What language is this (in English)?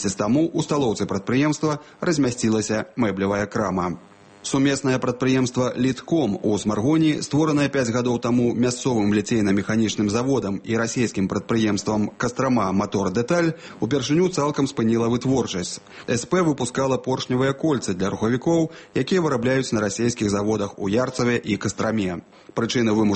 Belarusian